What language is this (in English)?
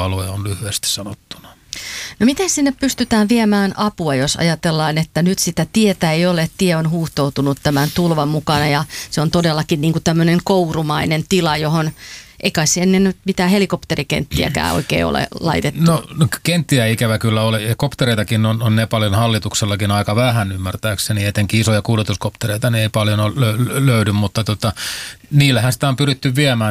Finnish